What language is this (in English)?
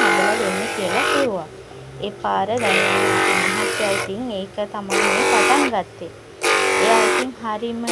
Sinhala